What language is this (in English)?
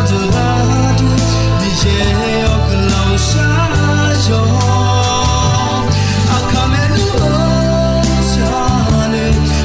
Akha